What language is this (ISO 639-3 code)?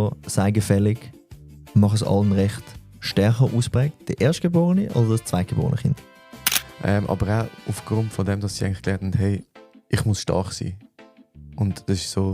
gsw